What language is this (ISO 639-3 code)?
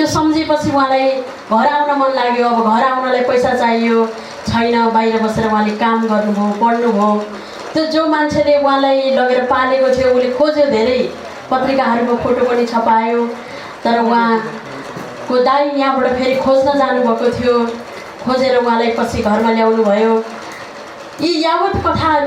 nep